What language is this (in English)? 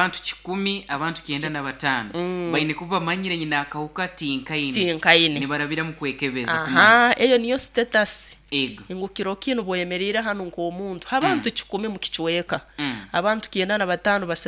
Nyoro